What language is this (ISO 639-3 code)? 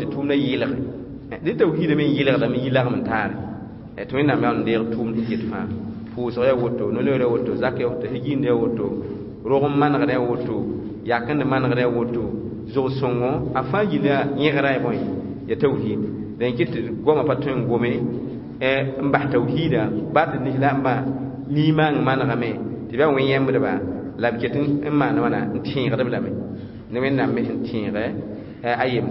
mos